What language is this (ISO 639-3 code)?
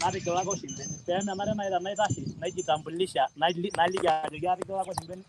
mas